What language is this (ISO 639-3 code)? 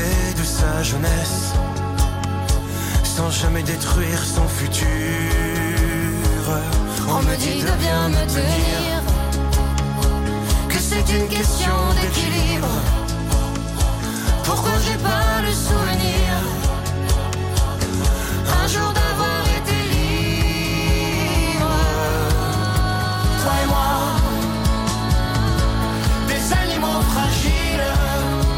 fra